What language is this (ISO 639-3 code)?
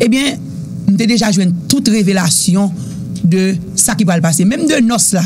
hat